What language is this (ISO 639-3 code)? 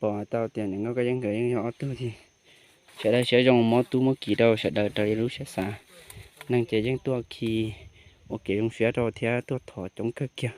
hmn